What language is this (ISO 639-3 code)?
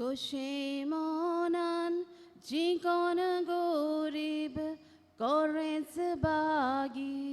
kok